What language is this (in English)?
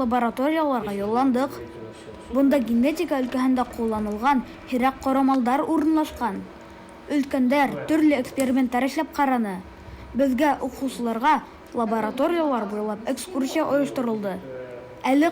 Bashkir